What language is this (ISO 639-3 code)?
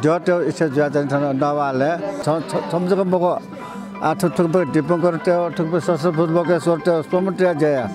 new